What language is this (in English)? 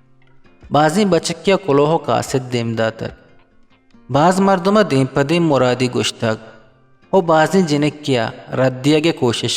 Eastern Balochi